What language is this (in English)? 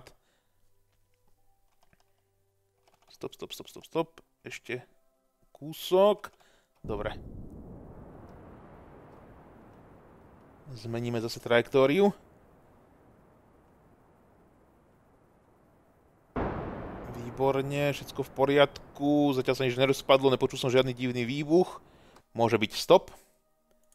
Slovak